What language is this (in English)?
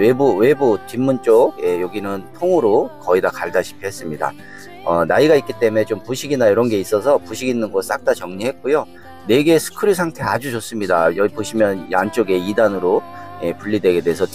Korean